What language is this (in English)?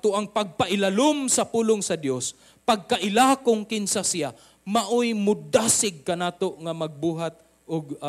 Cebuano